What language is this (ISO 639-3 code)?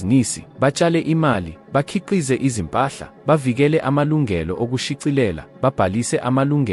zul